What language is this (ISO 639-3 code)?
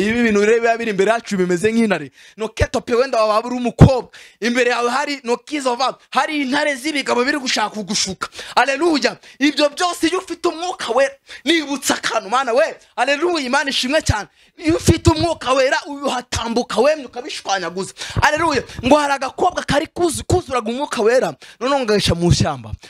kin